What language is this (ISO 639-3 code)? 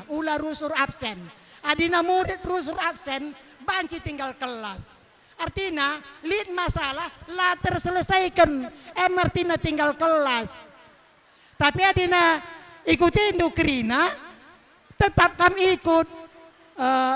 btx